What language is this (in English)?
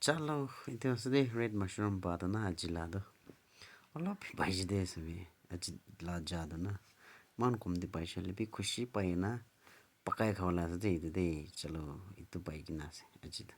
Naga Pidgin